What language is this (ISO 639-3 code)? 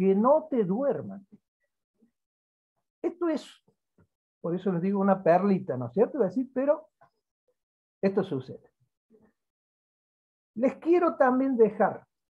spa